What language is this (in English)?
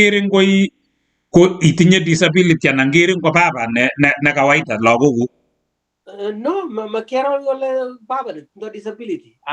Kalenjin